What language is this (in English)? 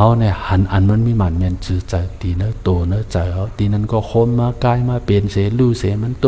Shan